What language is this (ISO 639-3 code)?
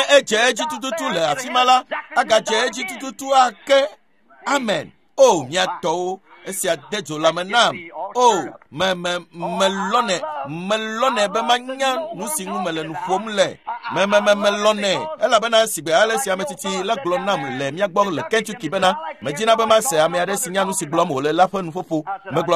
ewe